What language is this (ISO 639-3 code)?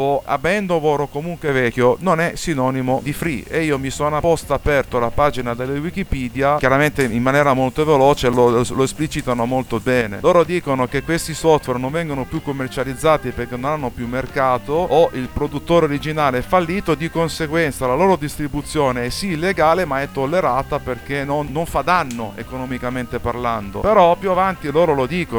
ita